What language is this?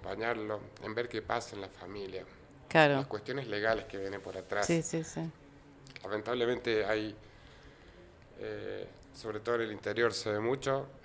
Spanish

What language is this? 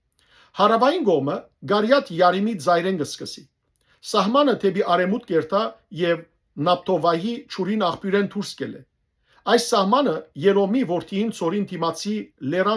Western Armenian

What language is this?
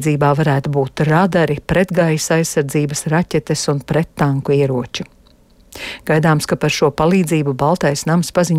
Latvian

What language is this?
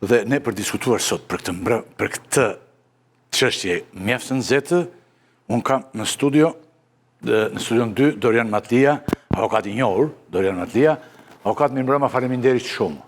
Albanian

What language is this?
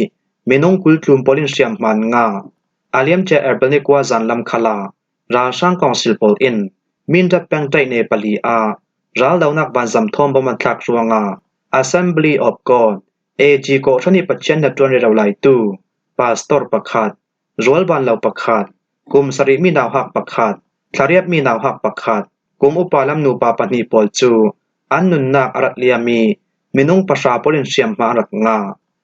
Falam Chin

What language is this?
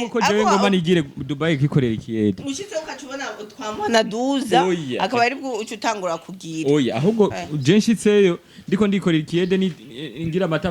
Rundi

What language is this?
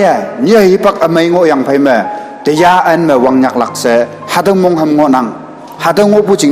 Konyak Naga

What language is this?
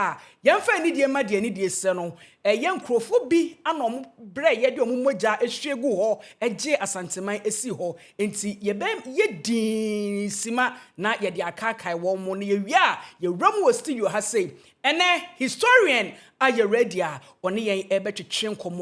Akan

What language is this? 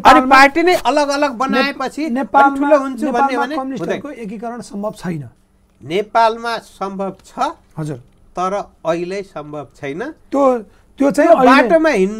Nepali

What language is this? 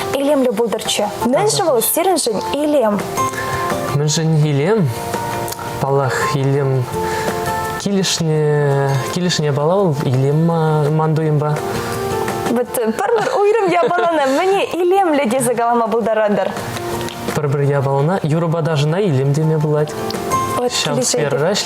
Chuvash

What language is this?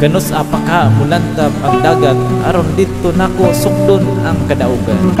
Cebuano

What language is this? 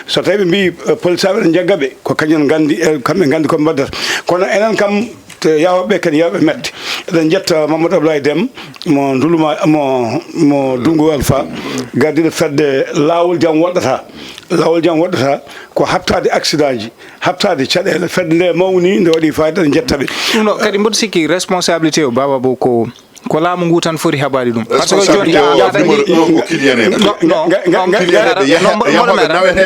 Fula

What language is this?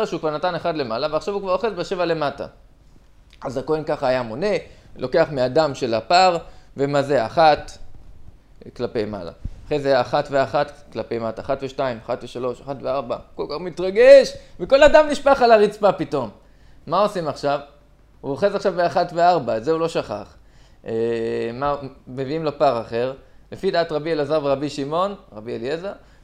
Hebrew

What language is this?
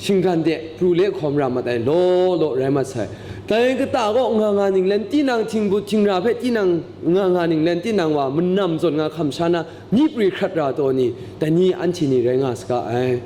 Kachin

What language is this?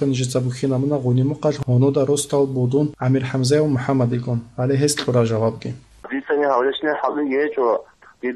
Avaric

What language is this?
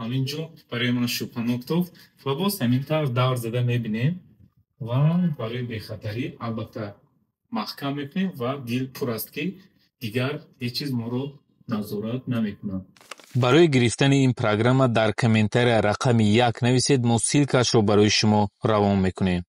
Tajik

